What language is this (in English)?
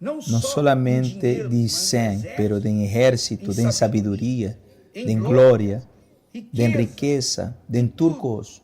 Papiamento